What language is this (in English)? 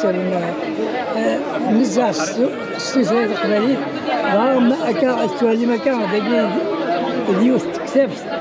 Kabyle